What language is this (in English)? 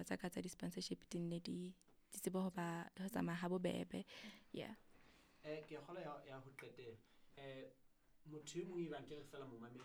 Southern Sotho